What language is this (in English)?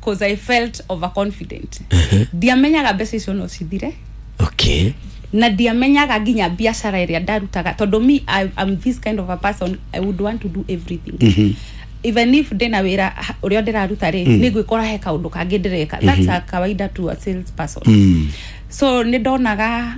Kikuyu